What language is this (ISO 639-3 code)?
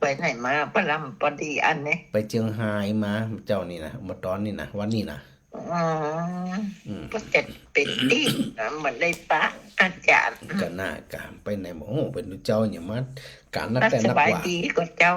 nod